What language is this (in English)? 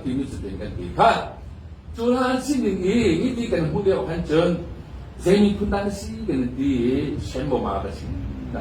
Hakha Chin